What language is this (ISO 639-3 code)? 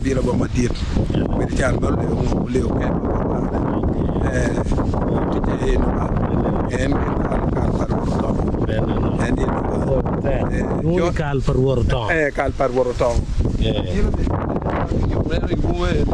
ach